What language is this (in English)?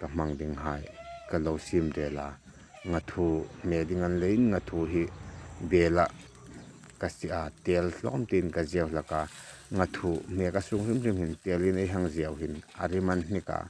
Hmar